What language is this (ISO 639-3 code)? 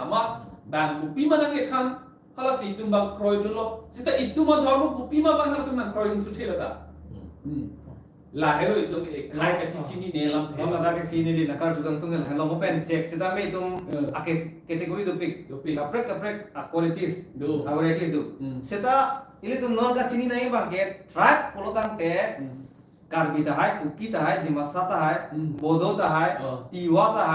mjw